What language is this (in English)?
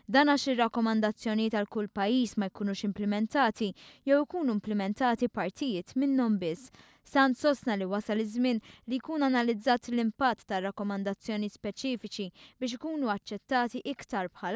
Maltese